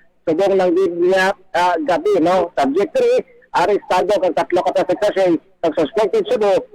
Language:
Hiligaynon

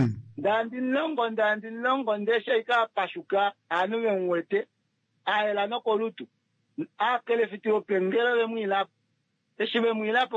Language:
Kuanyama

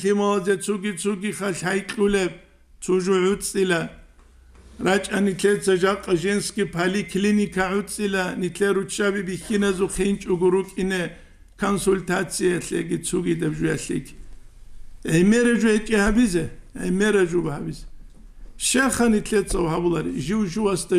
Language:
Avaric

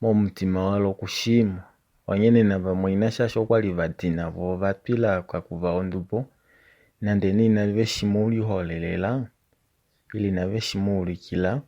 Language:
Kuanyama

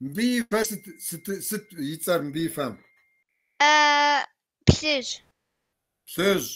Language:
Kabardian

